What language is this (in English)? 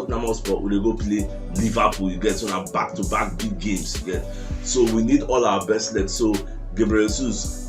Nigerian Pidgin